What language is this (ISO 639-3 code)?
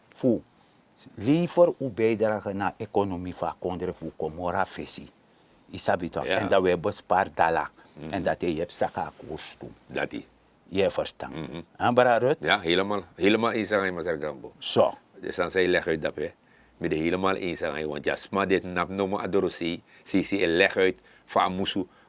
srn